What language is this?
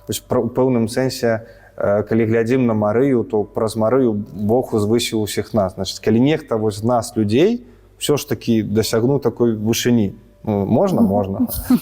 Belarusian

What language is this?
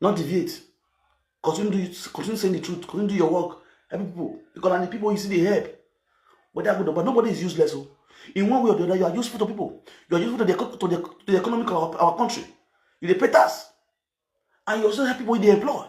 Nigerian Pidgin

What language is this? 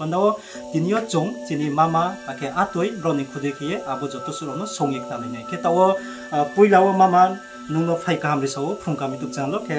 Riang (India)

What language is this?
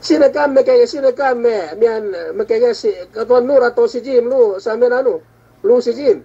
Yakan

